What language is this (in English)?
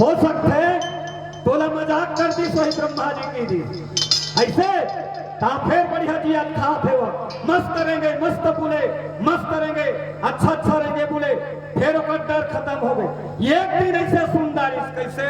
Chhattisgarhi